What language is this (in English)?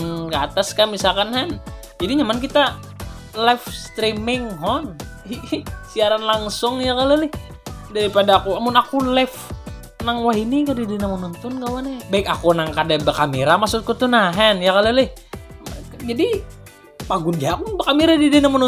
Banjar